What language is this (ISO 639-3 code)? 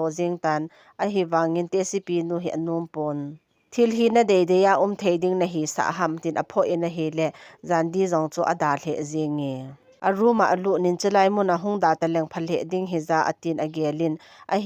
tcz